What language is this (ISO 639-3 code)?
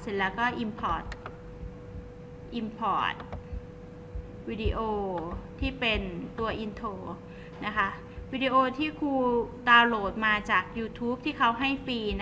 tha